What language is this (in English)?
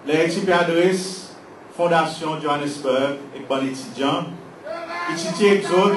Seselwa Creole French